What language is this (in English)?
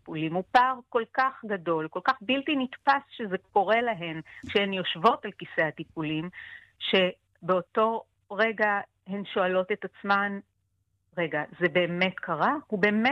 Hebrew